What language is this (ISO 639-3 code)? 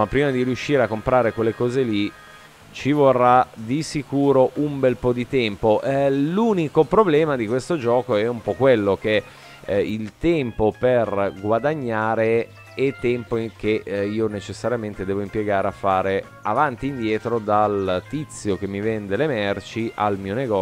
ita